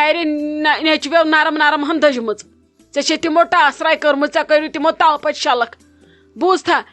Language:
Kashmiri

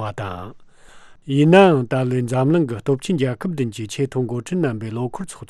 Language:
Tibetan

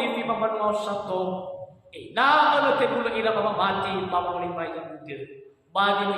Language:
Nias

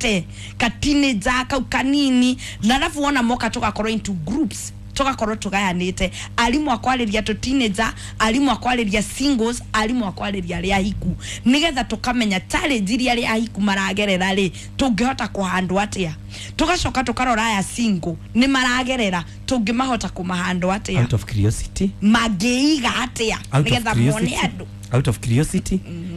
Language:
Kikuyu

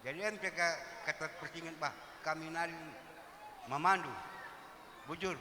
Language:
Batak Karo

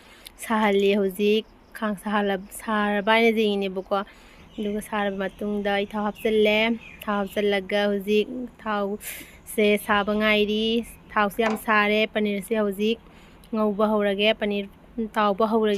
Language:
Manipuri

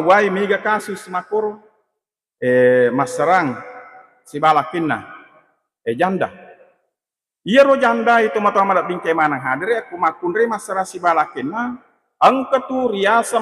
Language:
Buginese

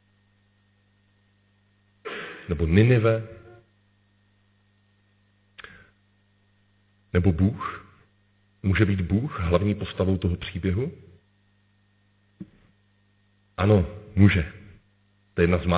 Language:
Czech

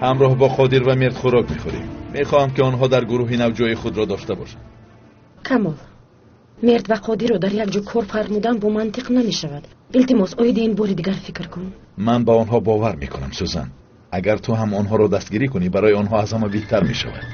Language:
Tajik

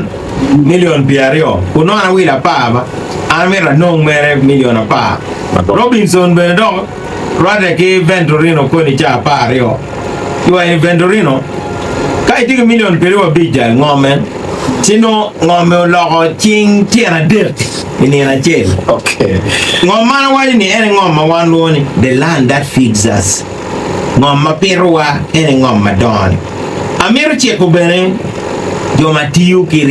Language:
Acoli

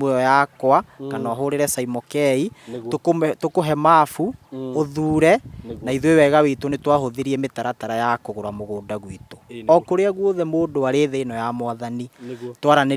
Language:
Kikuyu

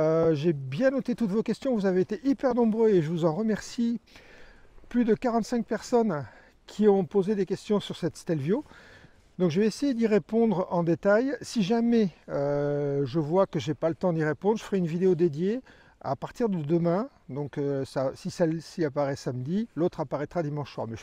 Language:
French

